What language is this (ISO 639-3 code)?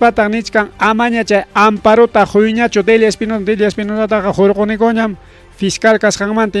quy